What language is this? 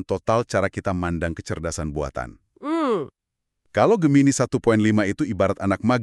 Indonesian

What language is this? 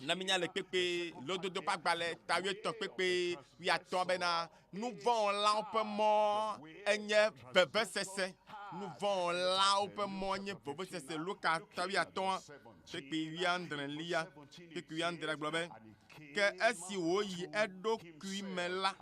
Ewe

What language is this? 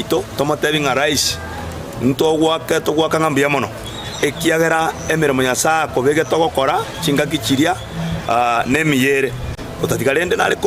Gusii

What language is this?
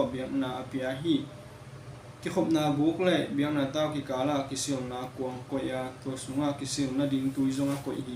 Tedim Chin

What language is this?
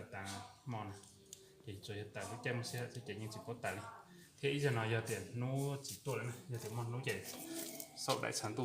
Hmong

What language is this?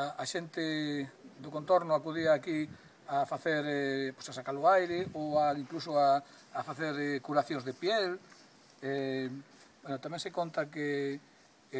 Galician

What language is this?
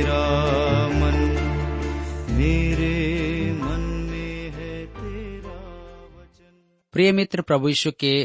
Hindi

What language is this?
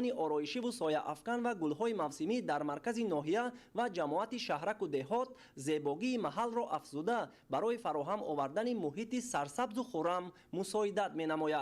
Tajik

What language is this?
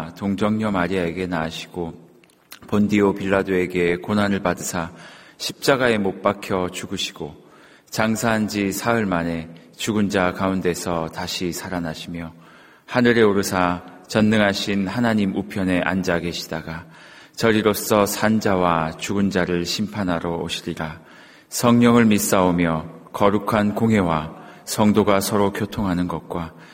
Korean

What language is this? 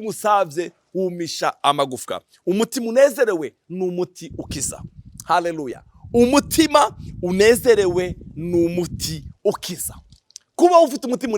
Rundi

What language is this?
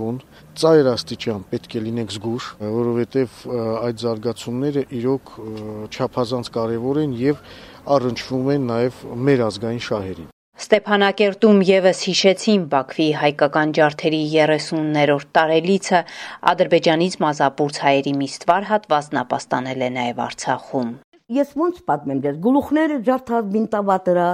Armenian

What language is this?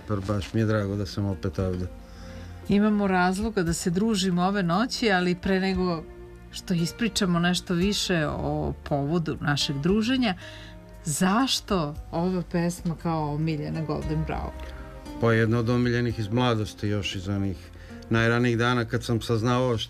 Serbian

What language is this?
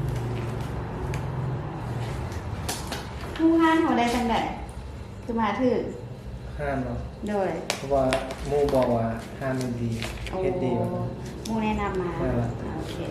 Lao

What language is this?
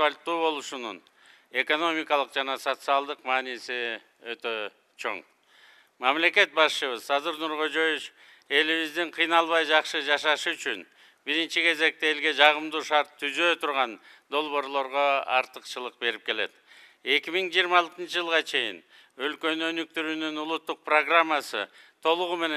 Kyrgyz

